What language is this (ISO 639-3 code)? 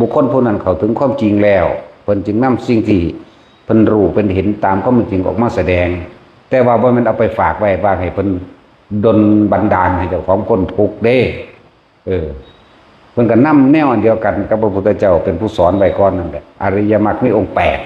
tts